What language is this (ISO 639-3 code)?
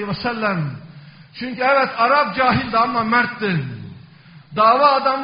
tur